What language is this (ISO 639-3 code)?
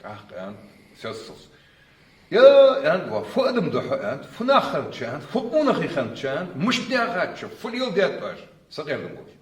inh